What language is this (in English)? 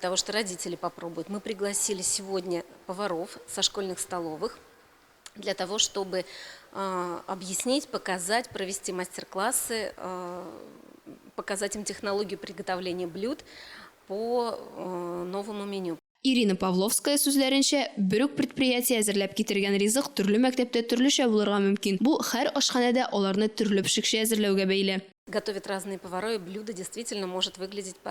Tatar